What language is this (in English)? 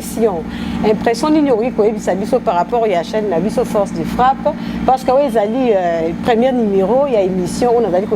Lingala